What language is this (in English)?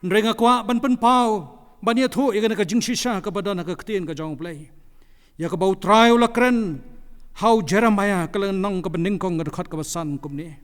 Khasi